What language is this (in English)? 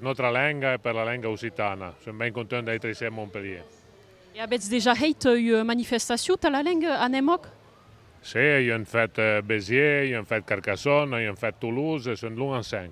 Occitan